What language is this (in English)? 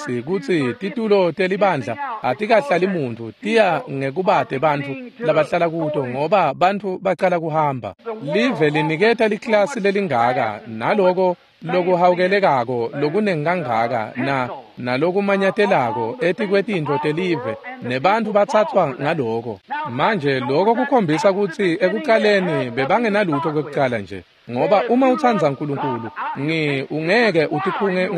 Swati